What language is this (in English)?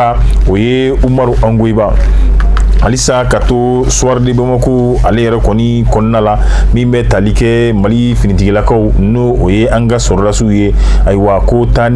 Bambara